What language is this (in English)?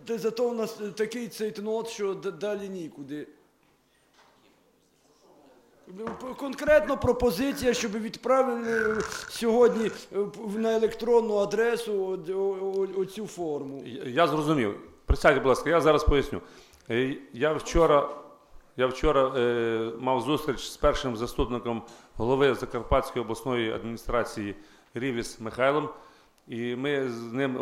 Ukrainian